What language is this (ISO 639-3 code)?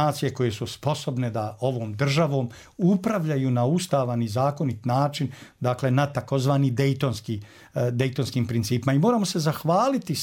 bos